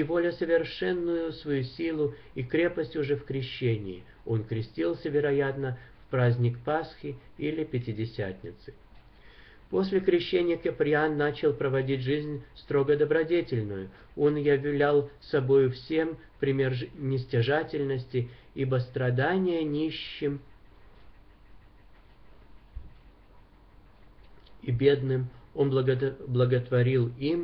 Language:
Russian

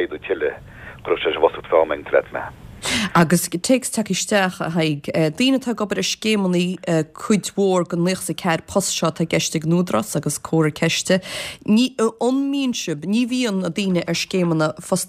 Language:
Irish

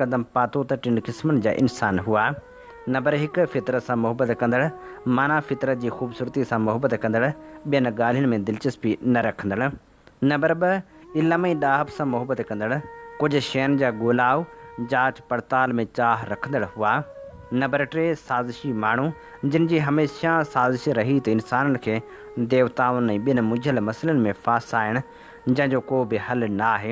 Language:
Sindhi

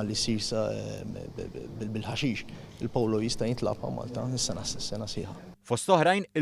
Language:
Maltese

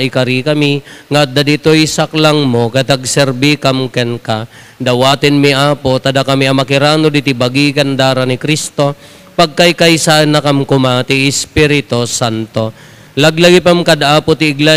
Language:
Iloko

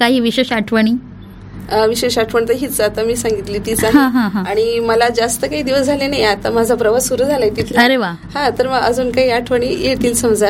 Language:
Marathi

